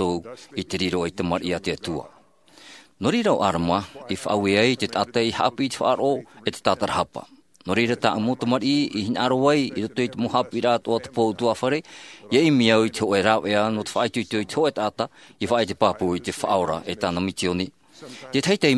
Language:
Tahitian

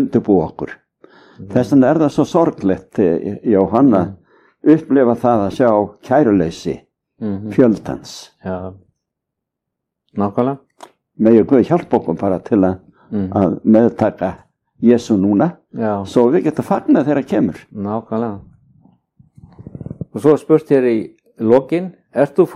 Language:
Icelandic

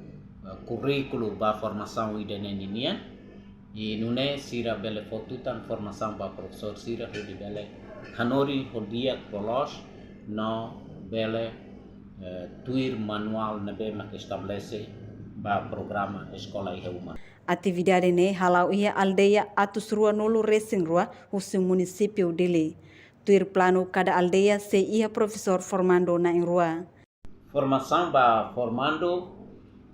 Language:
Tetum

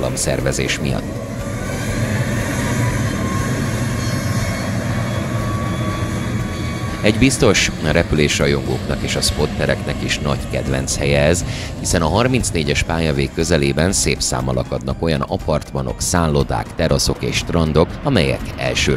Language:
Hungarian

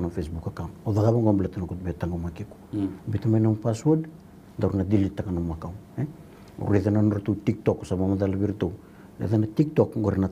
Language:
Fijian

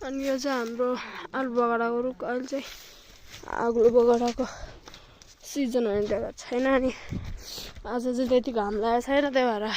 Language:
Nepali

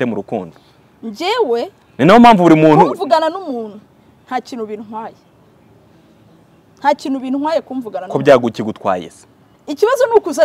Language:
Kinyarwanda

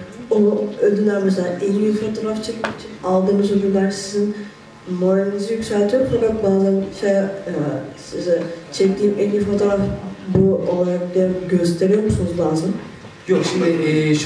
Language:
Turkish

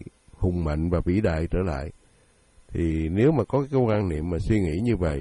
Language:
Vietnamese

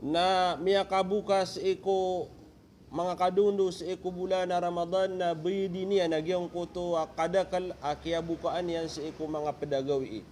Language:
Maranao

